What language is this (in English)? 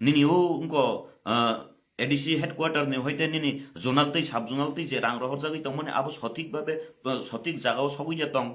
Kok Borok